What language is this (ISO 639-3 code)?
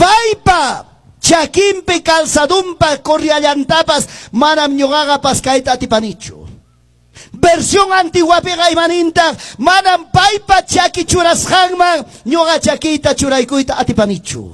que